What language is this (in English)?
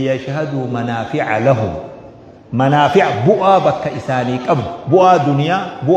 Oromo